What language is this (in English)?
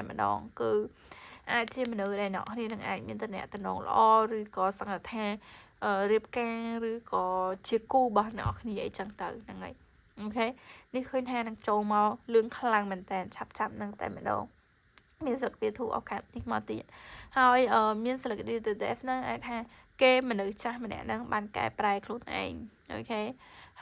Khmer